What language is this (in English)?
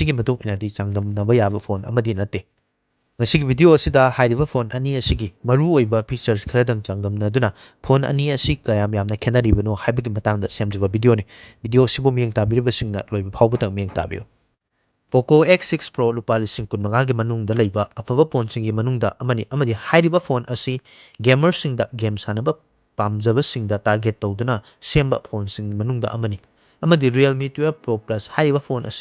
Manipuri